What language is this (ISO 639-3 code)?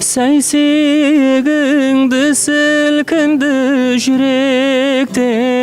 kaa